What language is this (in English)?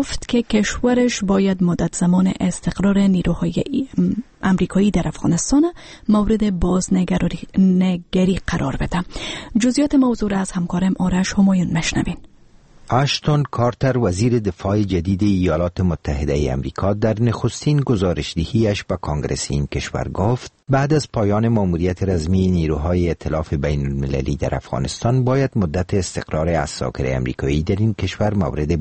Persian